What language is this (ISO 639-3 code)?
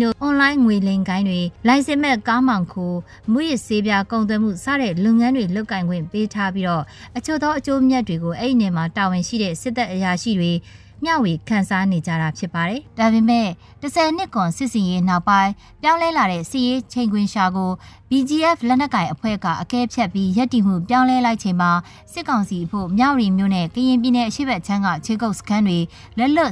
mya